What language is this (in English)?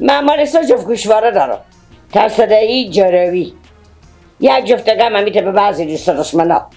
Persian